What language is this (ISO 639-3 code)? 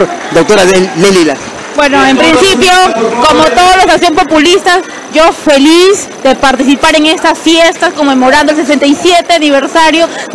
spa